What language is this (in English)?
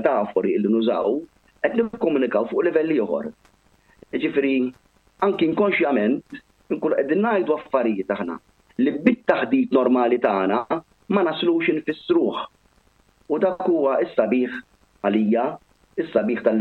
Maltese